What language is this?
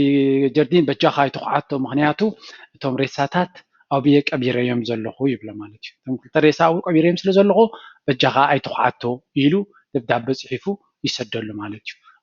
Tigrinya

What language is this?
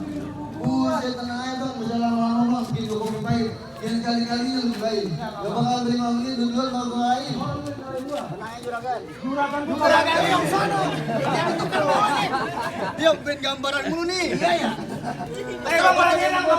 Betawi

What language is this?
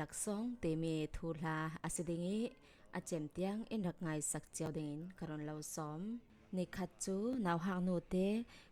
Falam Chin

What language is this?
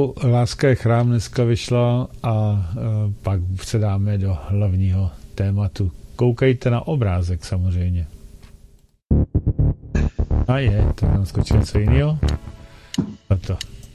Czech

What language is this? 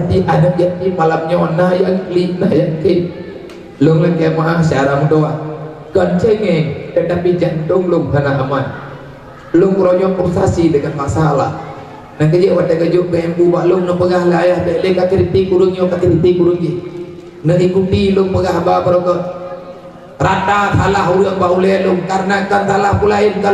Achinese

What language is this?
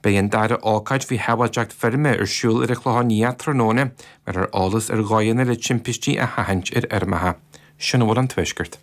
Irish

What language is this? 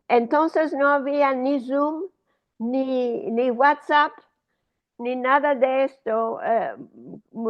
Ladino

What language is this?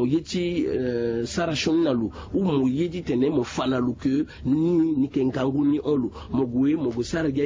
Sango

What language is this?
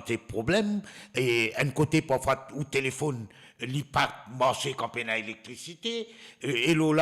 Morisyen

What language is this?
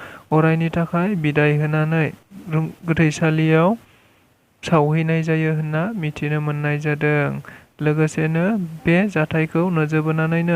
Bodo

